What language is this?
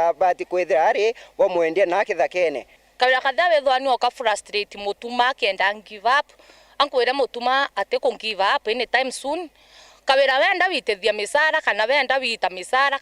Meru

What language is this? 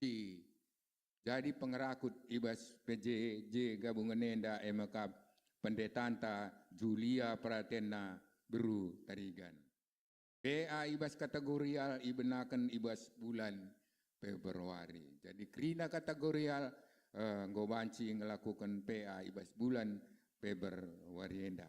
Batak Karo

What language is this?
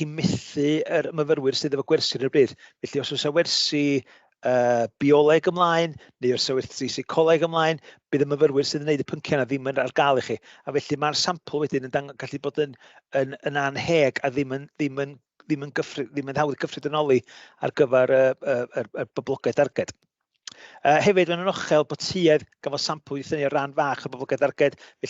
Welsh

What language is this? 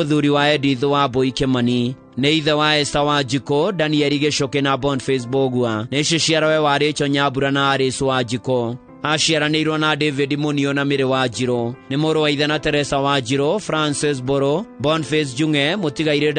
Kikuyu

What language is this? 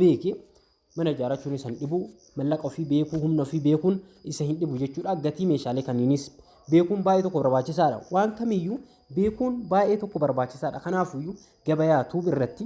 Oromo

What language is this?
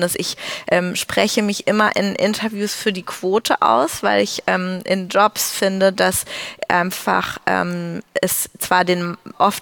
German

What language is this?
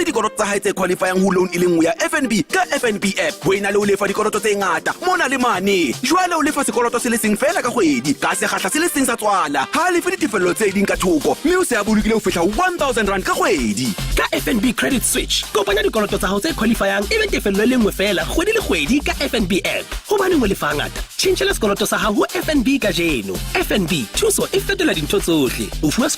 Southern Sotho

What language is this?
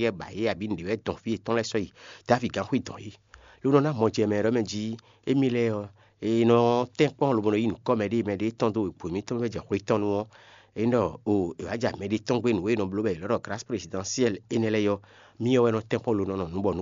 Fon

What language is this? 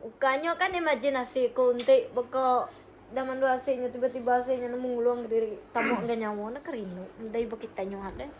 Iban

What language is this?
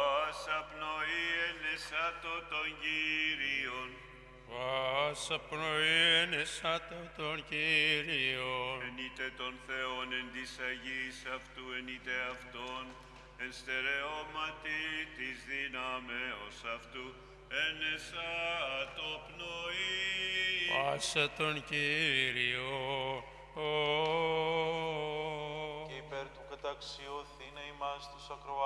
Greek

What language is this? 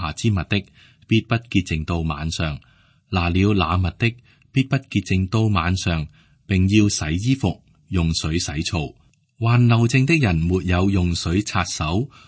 Cantonese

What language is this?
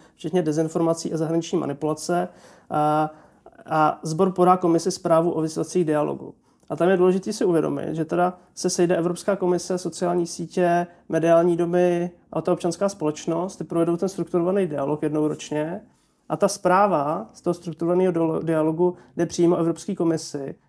Czech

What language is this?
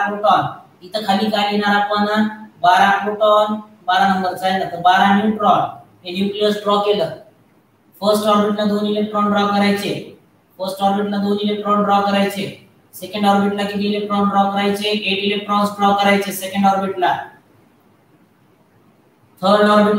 Marathi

